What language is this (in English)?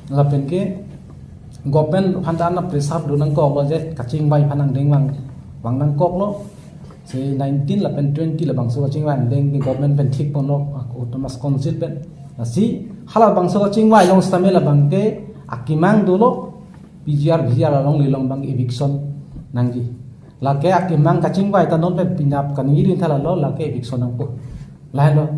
Karbi